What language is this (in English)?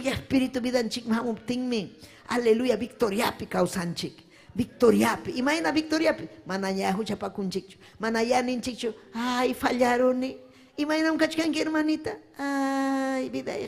Ayacucho Quechua